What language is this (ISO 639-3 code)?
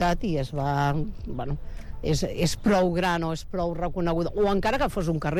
cat